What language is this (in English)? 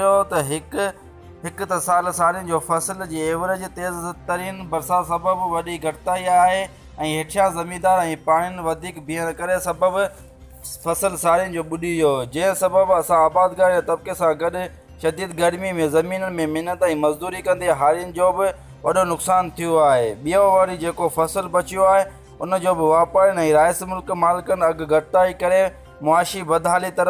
Sindhi